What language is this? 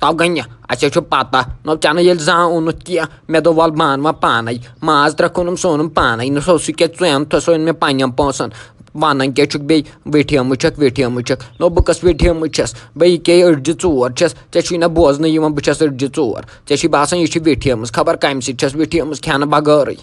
Kashmiri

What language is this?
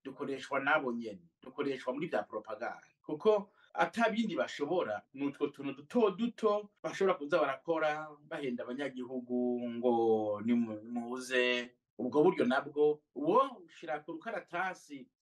Rundi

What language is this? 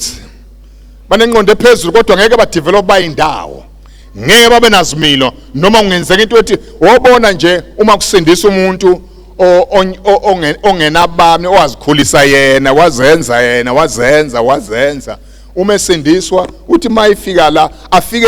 Zulu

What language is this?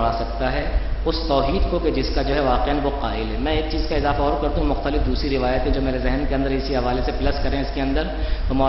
Urdu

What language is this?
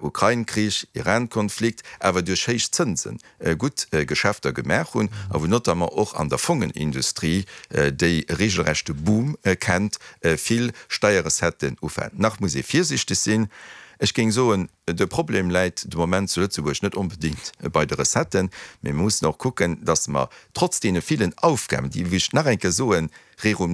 Luxembourgish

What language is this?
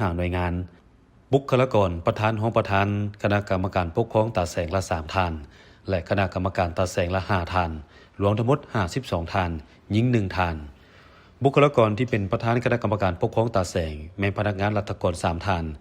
Lao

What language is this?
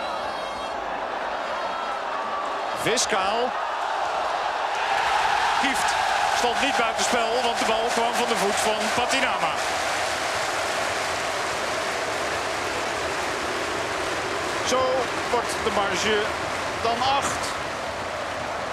Dutch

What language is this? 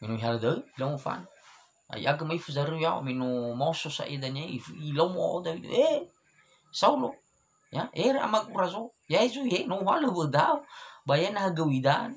Nias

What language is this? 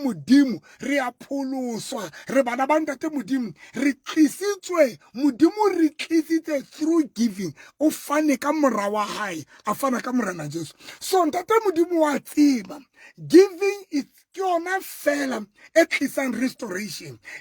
Southern Sotho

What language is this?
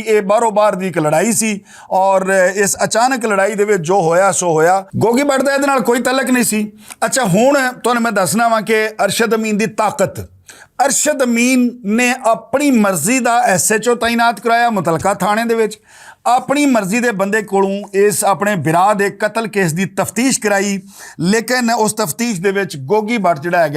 Western Panjabi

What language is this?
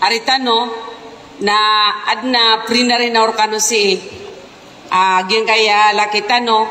Maranao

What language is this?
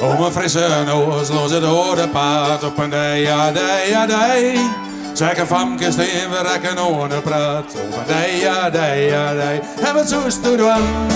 Western Frisian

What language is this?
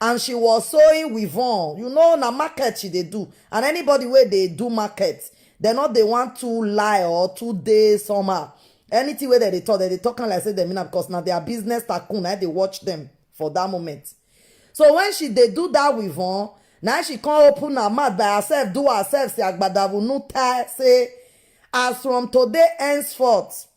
Nigerian Pidgin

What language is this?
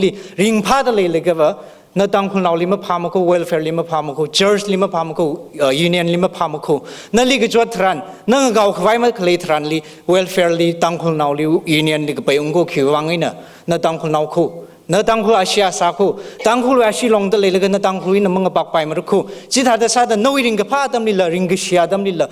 Tangkhul Naga (India)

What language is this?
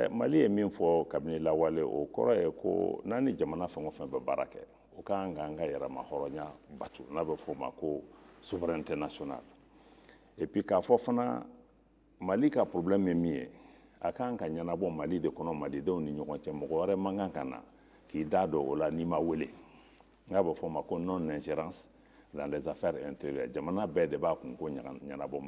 Bambara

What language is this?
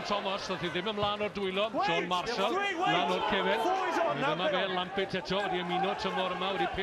Welsh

